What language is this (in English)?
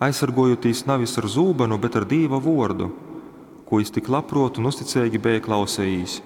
Latgalian